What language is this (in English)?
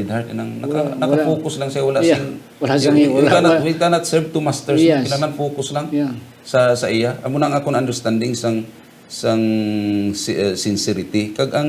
Hiligaynon